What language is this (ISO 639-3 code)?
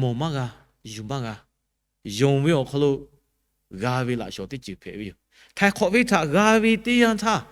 lhu